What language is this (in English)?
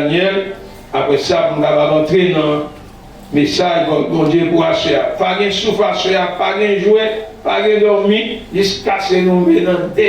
Haitian Creole